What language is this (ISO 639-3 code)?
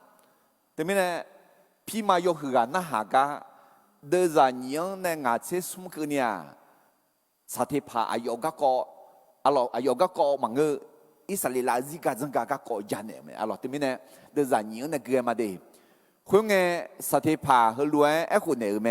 ahk